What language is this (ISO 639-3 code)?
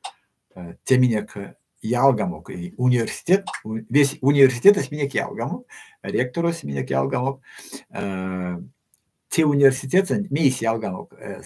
myv